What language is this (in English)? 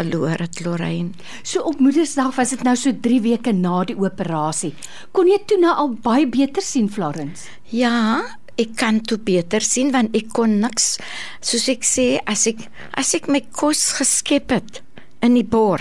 Afrikaans